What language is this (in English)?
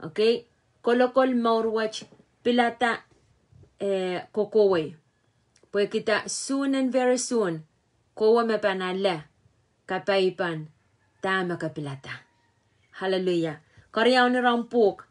Pohnpeian